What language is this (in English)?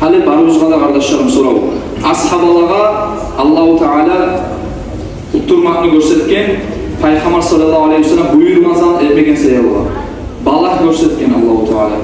Kumyk